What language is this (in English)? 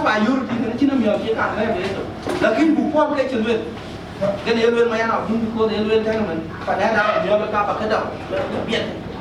Dinka